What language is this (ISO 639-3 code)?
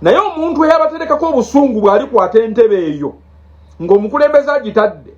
lug